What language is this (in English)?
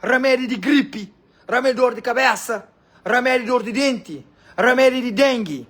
Kabuverdianu